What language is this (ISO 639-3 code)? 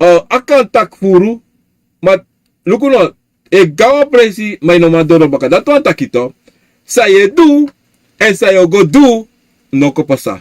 srn